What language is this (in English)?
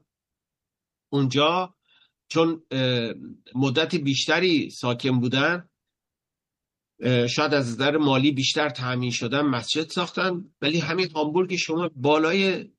Persian